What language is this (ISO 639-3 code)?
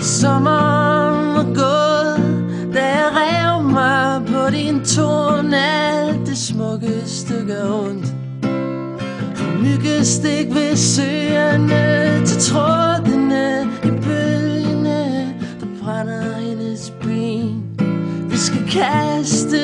dan